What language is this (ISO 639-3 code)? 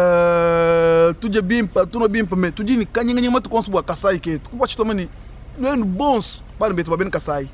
lua